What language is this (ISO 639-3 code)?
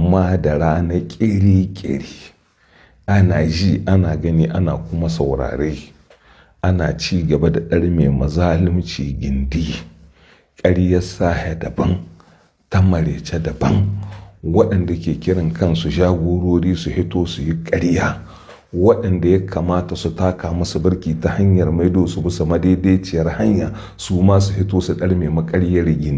hau